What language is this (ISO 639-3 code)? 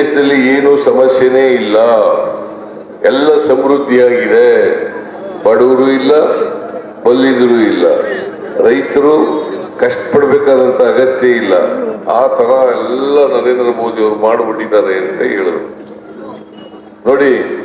kan